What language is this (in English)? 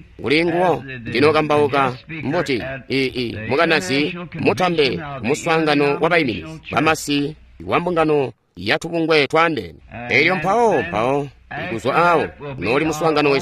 Tonga (Zambia)